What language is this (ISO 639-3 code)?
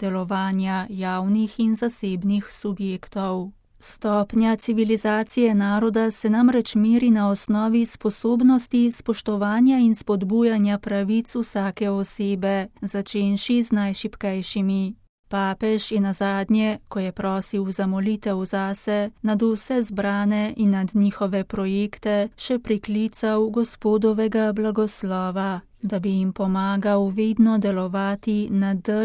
slv